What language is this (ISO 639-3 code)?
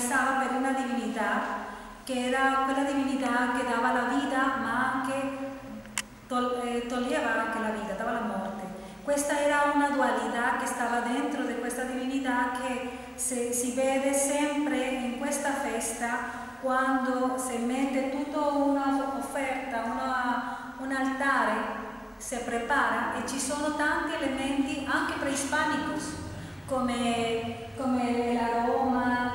ita